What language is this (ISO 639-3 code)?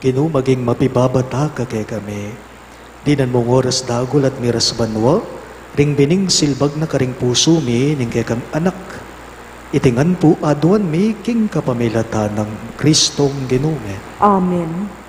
pam